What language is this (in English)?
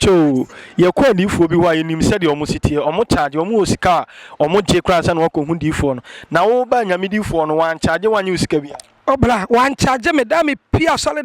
Akan